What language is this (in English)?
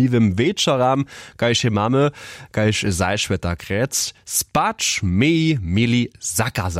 Upper Sorbian